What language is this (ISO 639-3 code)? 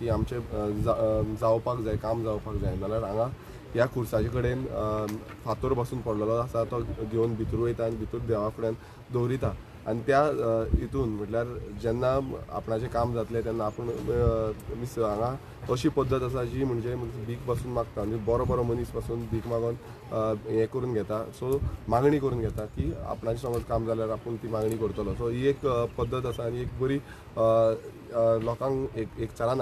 kok